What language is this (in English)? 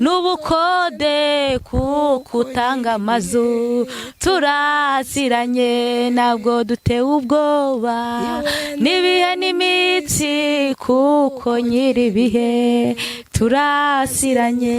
Kinyarwanda